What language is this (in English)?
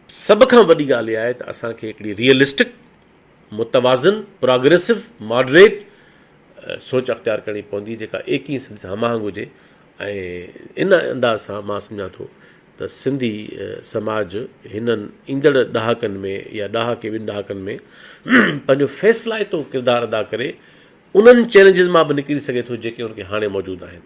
Sindhi